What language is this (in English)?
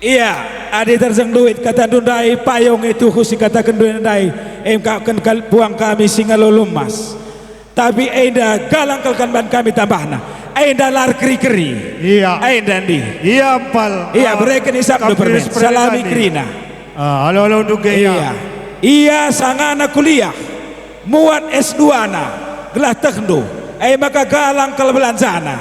Batak Karo